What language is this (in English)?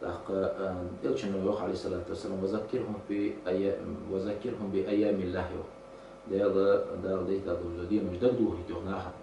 Ingush